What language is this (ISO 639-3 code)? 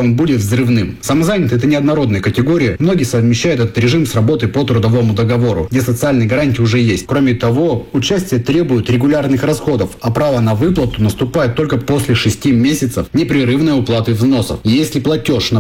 rus